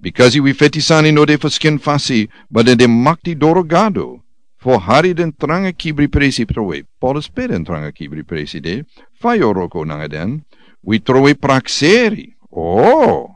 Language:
Sranan Tongo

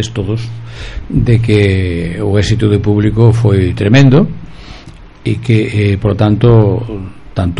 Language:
Galician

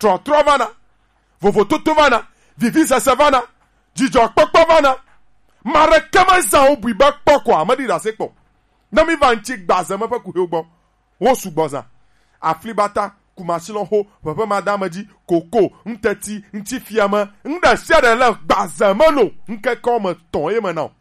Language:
Gen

